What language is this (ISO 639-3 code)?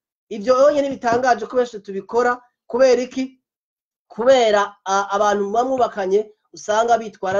run